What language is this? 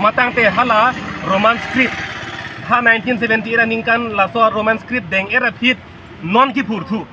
Karbi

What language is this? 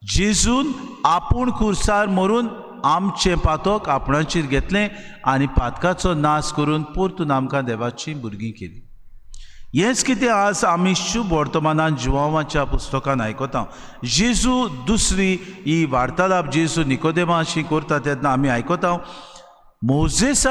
Konkani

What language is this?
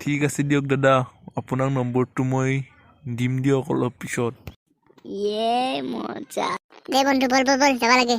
Assamese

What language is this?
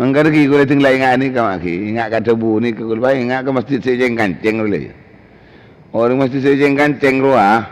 Madurese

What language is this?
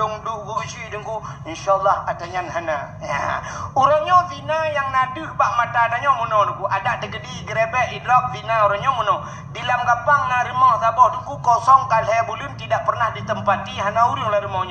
Achinese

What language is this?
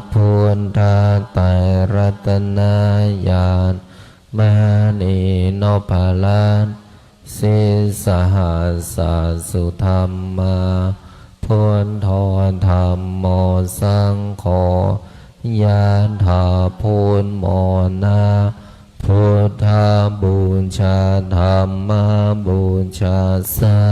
Pali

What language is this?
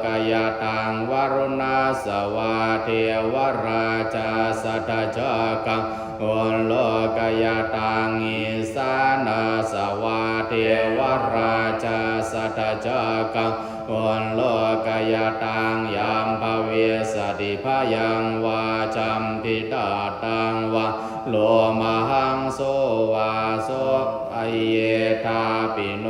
Pali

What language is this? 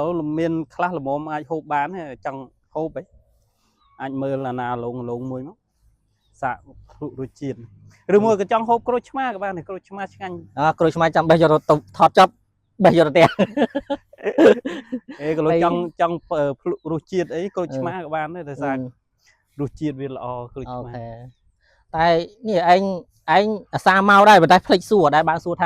Khmer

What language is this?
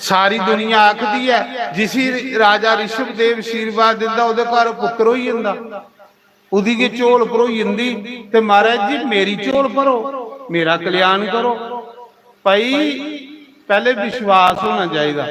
Dogri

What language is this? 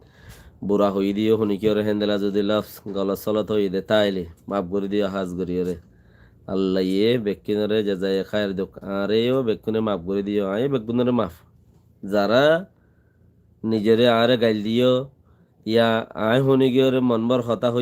Rohingya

